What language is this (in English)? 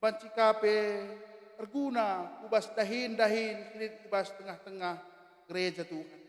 Batak Karo